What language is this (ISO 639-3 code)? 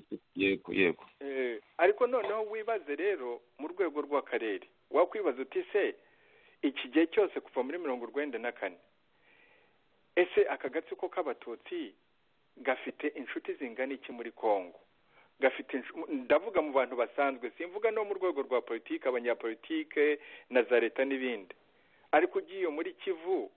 kin